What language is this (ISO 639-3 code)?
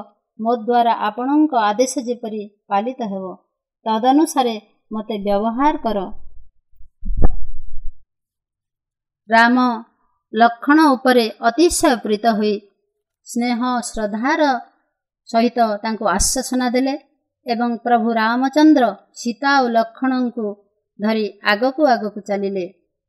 ori